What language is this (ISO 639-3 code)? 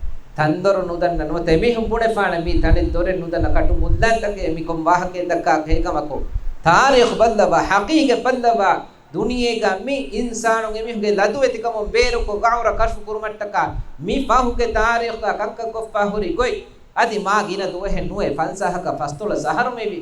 div